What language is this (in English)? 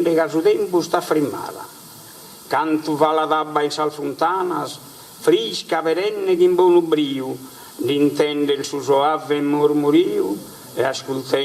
Sardinian